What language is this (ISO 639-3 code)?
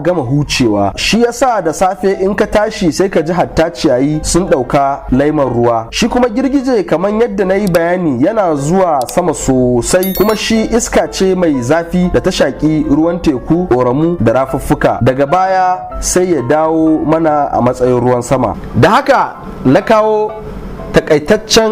hau